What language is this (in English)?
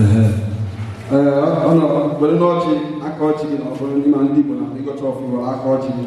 Igbo